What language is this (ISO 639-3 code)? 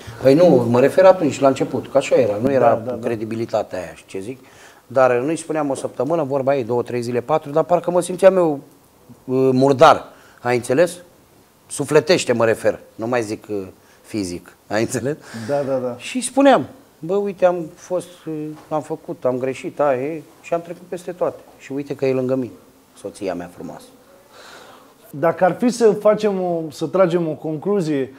ron